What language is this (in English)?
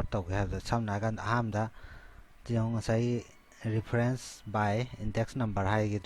Manipuri